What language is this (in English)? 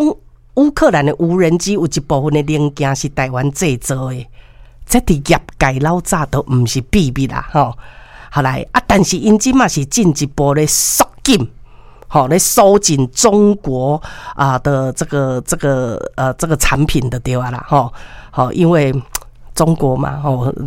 Min Nan Chinese